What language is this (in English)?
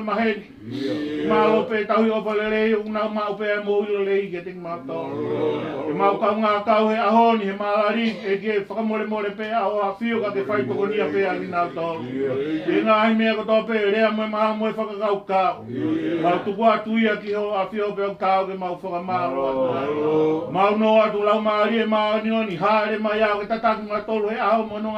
Tongan